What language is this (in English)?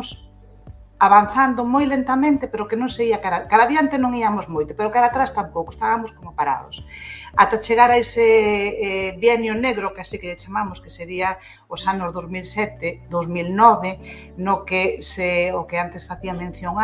Galician